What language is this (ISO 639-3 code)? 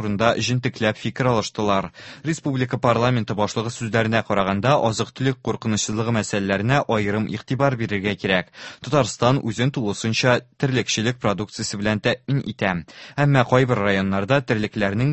tat